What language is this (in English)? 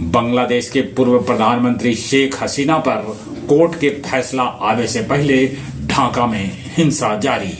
Magahi